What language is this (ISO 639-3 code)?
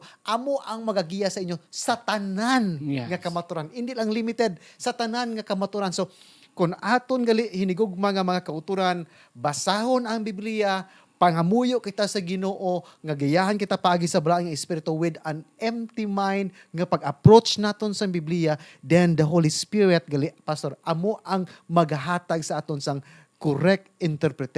hil